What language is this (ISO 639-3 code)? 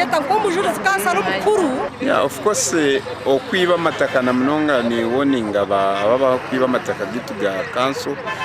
nyn